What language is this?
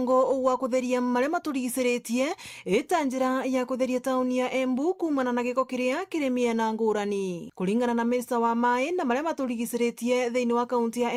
Meru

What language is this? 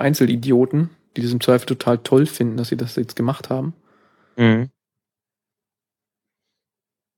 German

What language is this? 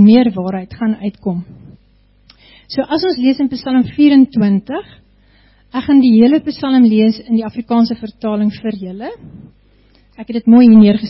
Afrikaans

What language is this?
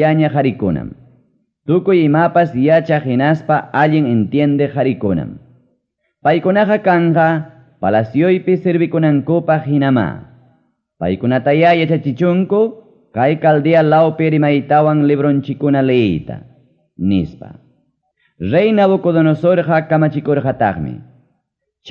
Ayacucho Quechua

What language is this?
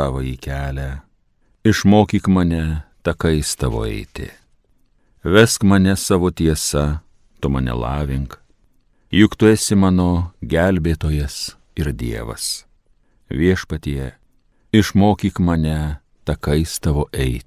Lithuanian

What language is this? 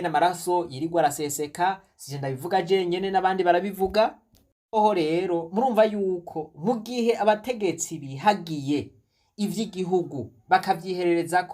Rundi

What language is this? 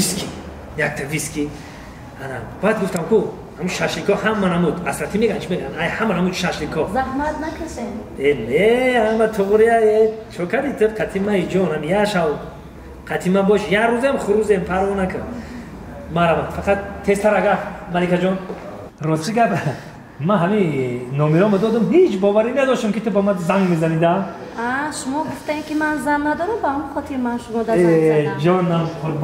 Tajik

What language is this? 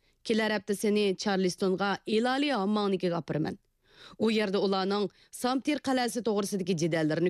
Uyghur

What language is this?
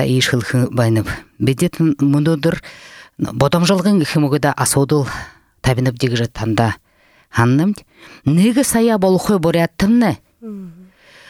Buriat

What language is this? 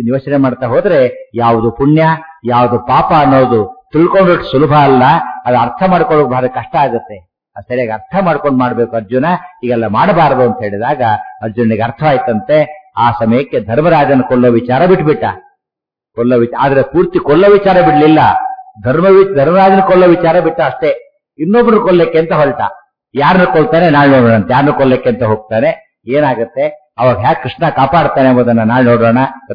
Kannada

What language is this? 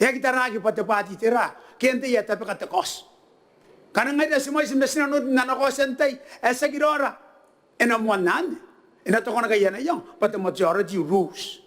Gilbertese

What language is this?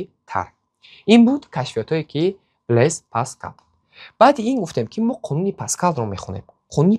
Tajik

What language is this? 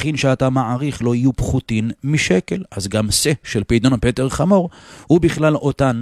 Hebrew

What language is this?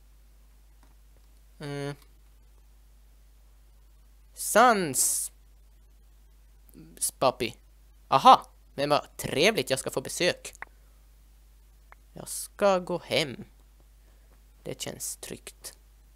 Swedish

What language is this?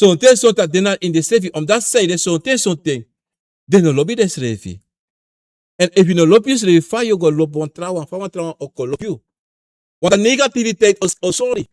Sranan Tongo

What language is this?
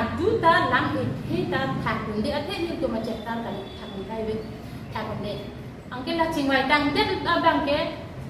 Karbi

